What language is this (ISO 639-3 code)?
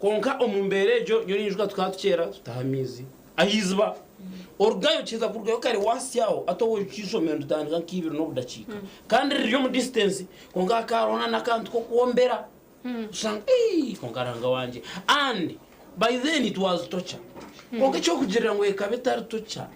nyn